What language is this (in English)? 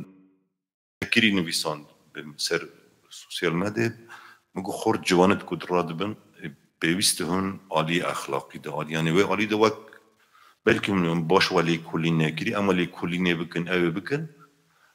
Kurdish